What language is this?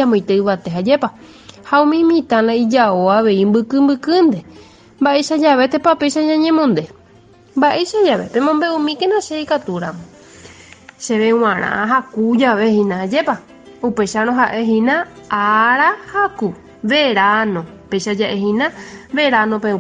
Guarani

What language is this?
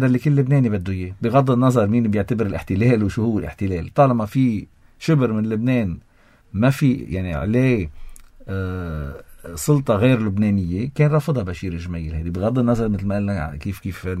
North Levantine Arabic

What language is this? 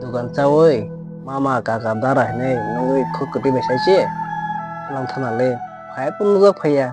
Kok Borok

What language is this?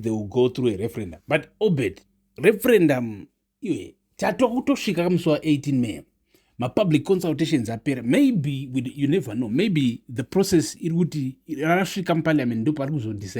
Shona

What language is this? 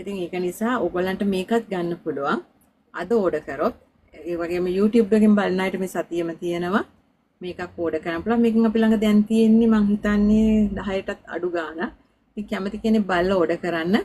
Sinhala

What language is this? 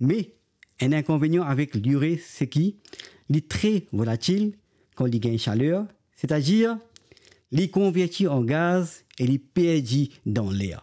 Morisyen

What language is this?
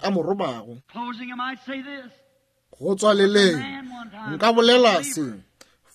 Northern Sotho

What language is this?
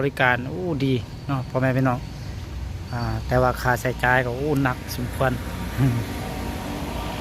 Lao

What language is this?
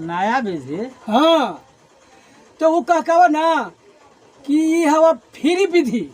Magahi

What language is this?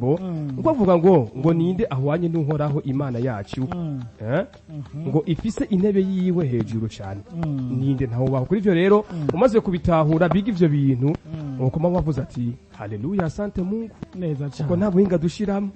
Rundi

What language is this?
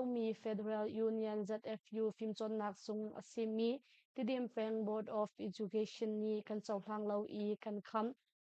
Hakha Chin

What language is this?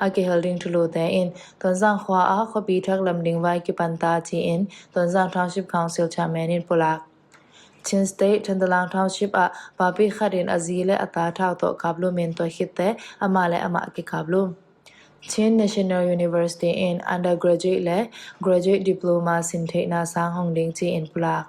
Tedim Chin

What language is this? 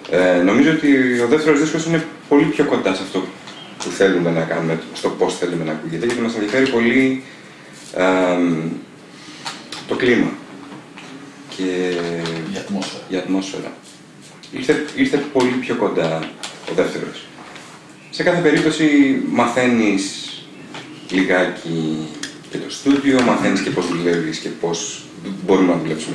Greek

